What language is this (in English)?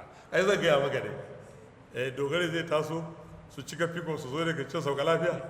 Hausa